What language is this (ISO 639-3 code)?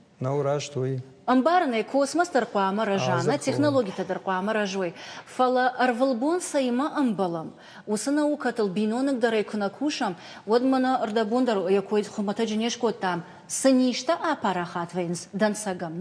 oss